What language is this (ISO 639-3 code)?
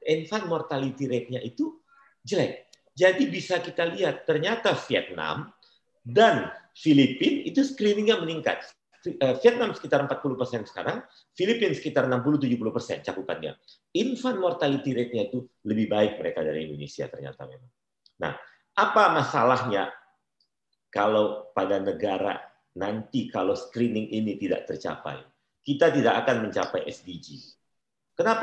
ind